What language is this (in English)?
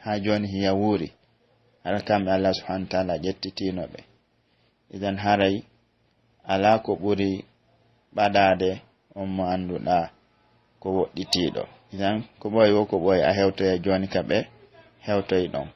Pular